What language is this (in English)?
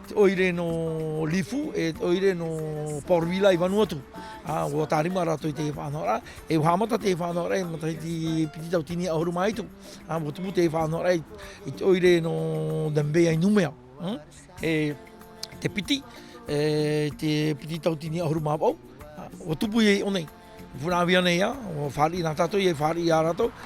Tahitian